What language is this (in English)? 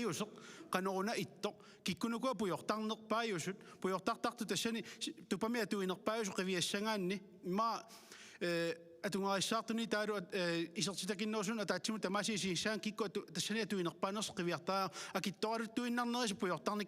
Kalaallisut